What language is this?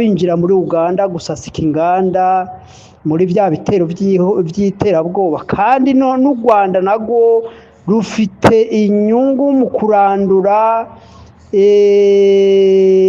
Rundi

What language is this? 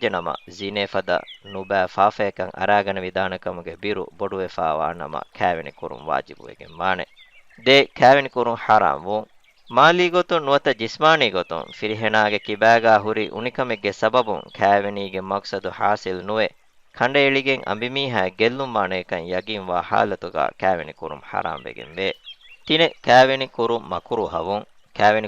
Divehi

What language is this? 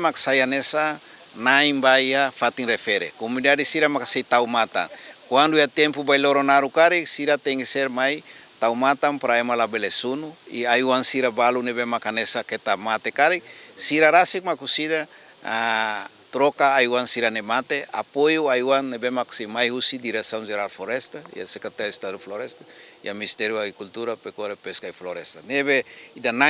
Tetum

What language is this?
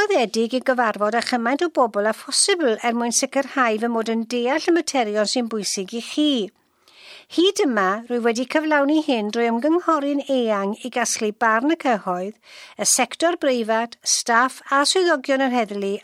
Welsh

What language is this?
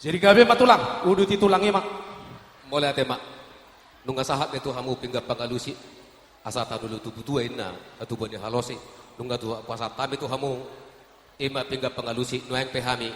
Batak Toba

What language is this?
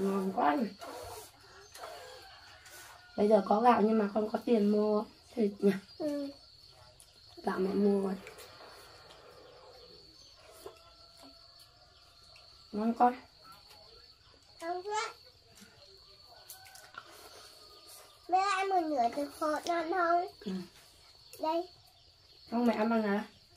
Vietnamese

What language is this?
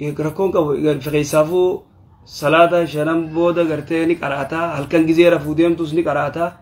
Oromo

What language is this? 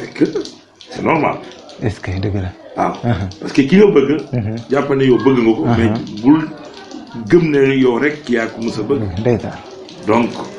Wolof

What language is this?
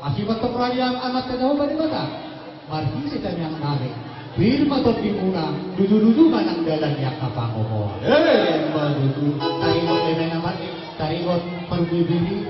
Batak Toba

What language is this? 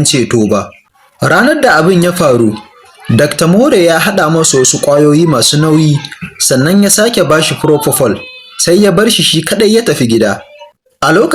Hausa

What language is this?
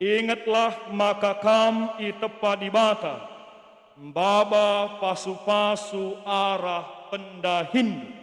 Batak Karo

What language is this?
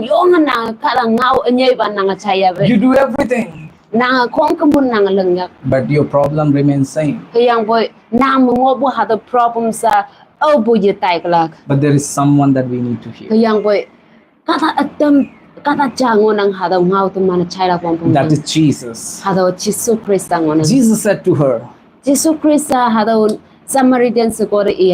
Konyak Naga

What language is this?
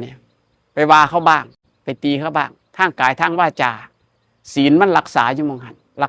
Northeastern Thai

